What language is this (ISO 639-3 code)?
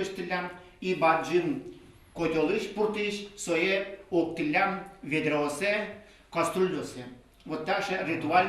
udm